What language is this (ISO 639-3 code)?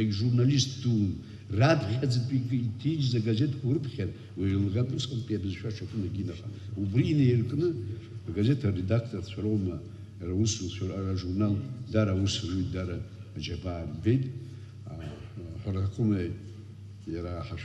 abk